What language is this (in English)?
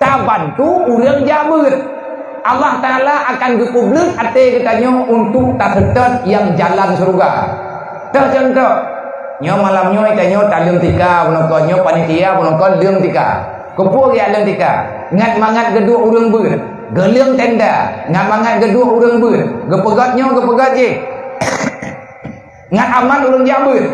Achinese